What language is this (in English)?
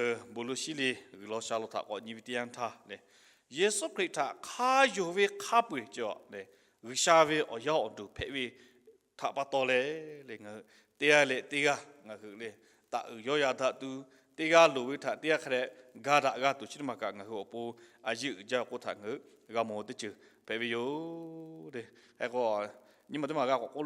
Lahu